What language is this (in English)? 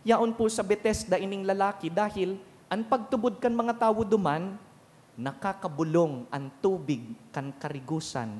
Bikol